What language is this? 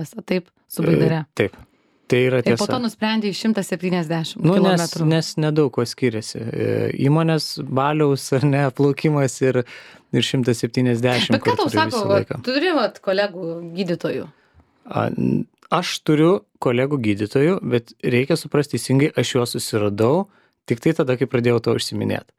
Lithuanian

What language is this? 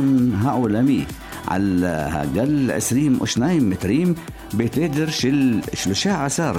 Hebrew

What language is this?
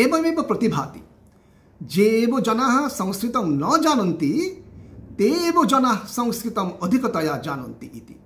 Sanskrit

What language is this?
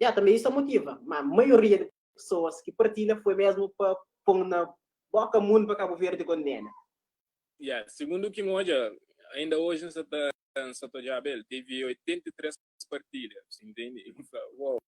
Kabuverdianu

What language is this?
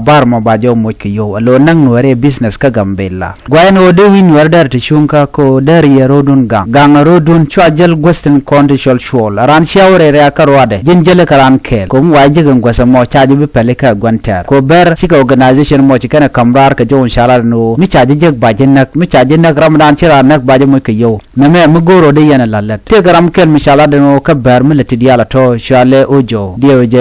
Nuer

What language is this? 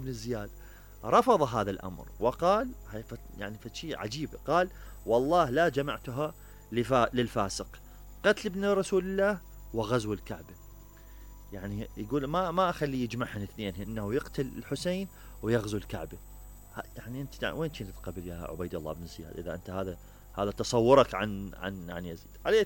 Mesopotamian Arabic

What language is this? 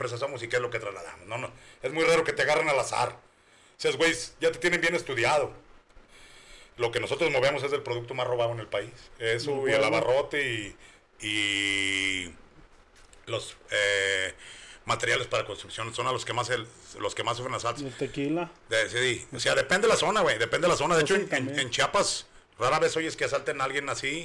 Spanish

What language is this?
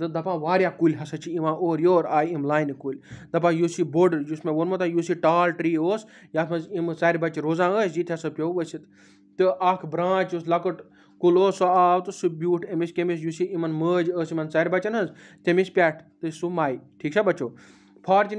Kashmiri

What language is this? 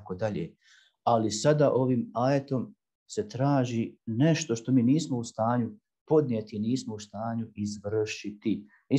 Bosnian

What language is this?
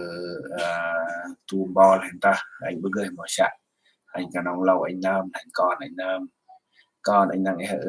Central Mnong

